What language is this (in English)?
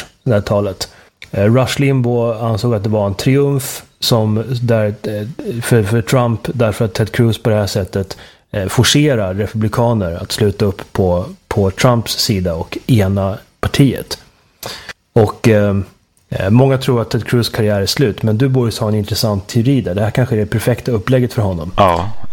Swedish